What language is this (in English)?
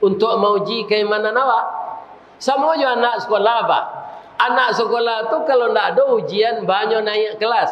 Minangkabau